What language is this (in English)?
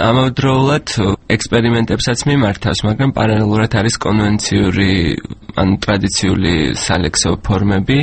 Georgian